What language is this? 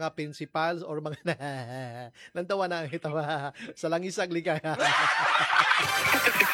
Cebuano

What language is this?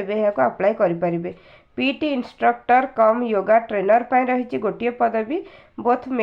Odia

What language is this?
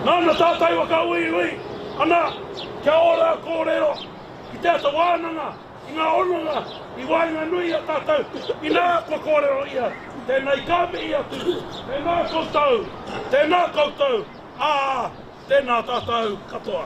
Māori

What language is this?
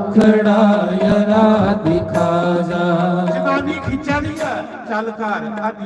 Dogri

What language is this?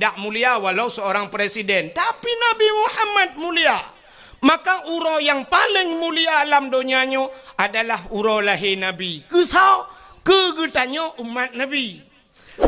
Achinese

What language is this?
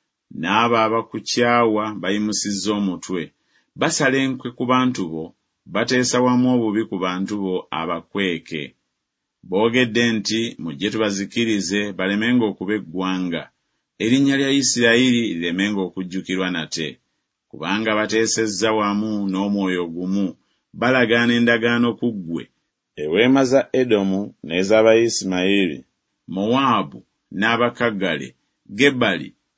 Ganda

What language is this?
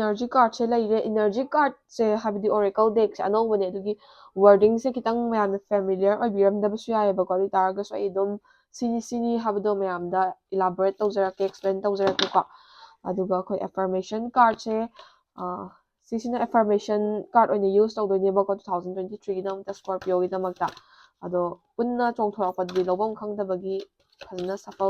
Manipuri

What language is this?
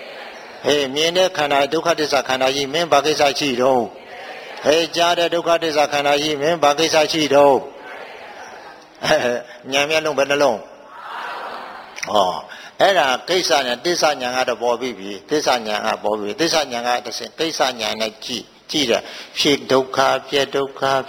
Burmese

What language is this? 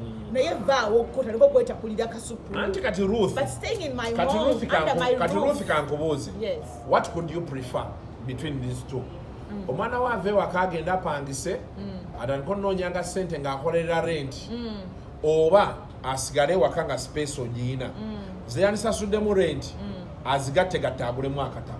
Ganda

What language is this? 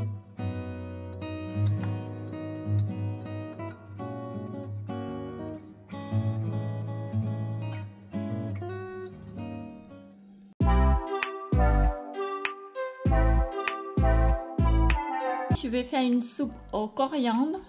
French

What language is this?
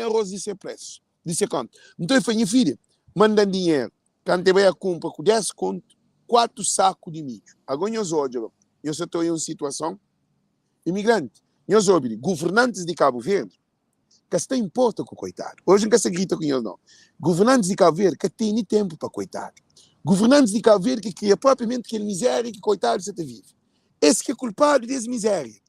Kabuverdianu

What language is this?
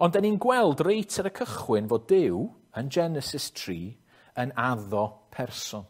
Welsh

